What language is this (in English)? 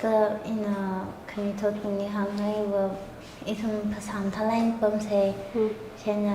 Tangkhul Naga (India)